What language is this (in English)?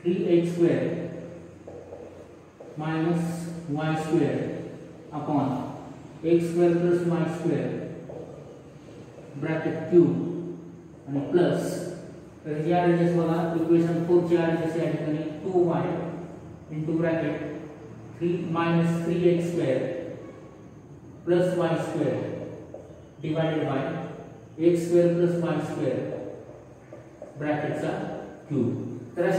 Marathi